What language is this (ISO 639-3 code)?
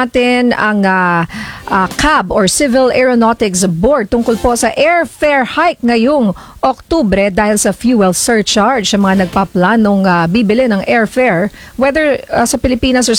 fil